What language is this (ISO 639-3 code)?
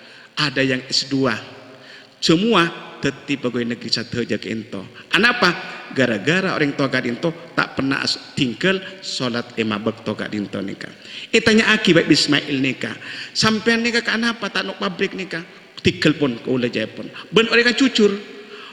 mad